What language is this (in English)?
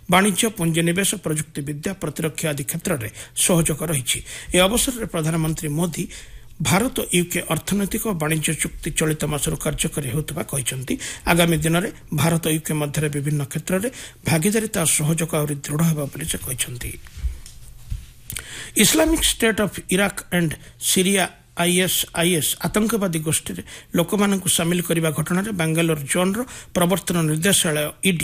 Odia